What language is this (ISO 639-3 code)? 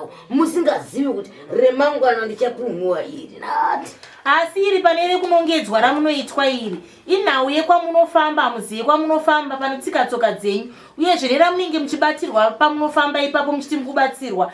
sna